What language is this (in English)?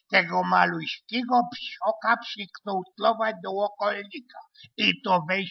Silesian